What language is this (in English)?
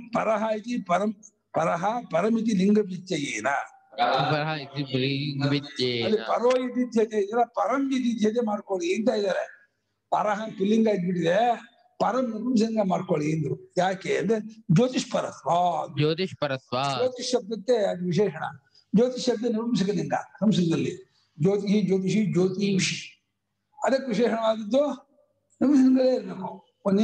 Kannada